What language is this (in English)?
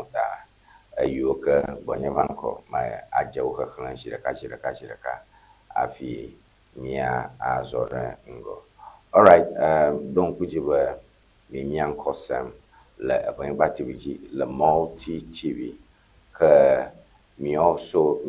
Ewe